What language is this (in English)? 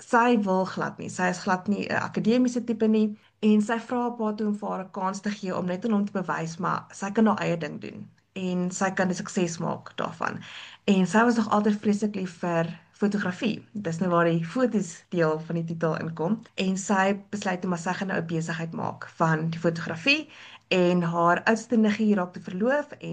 Afrikaans